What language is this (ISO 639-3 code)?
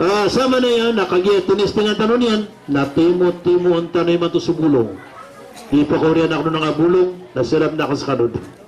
mrw